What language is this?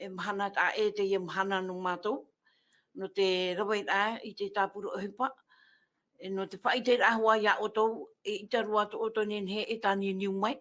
Tahitian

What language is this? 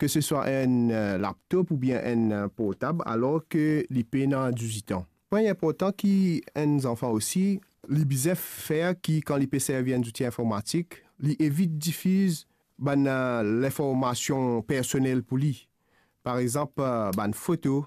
Morisyen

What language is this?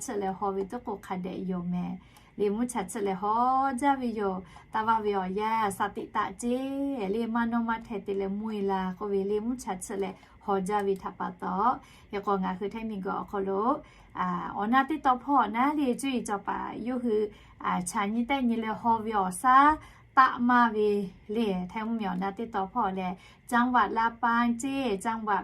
Lahu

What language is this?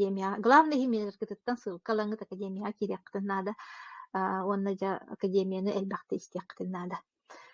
Yakut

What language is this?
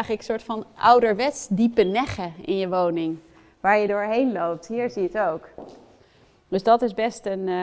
Dutch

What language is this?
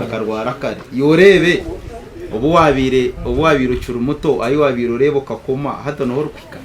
Nyankole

